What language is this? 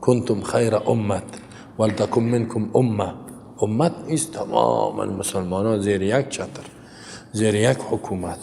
Persian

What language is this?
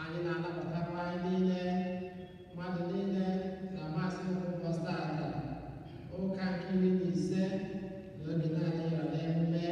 Igbo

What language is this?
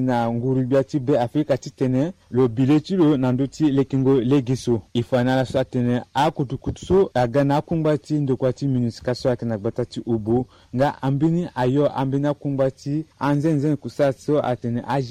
Sango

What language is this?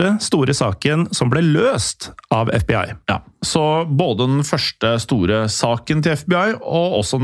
Norwegian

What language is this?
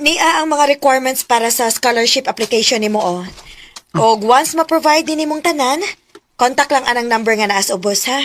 Cebuano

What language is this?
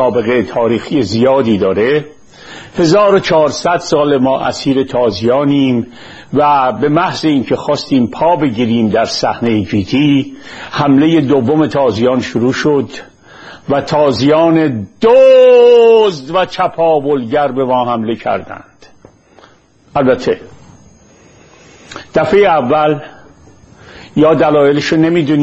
Persian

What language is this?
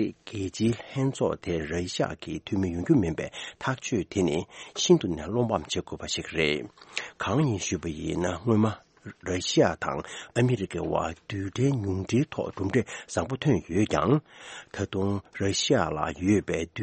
Tibetan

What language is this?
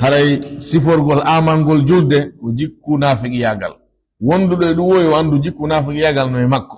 Fula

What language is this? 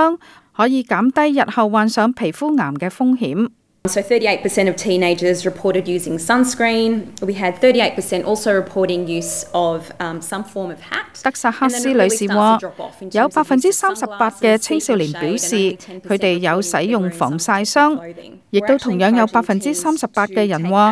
Cantonese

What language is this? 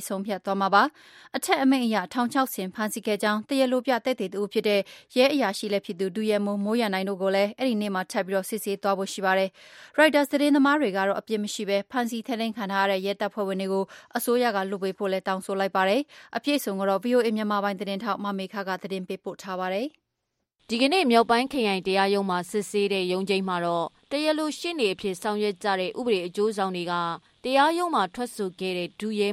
Burmese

